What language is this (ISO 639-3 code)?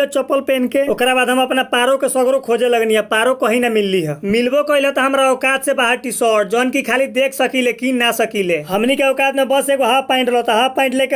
bho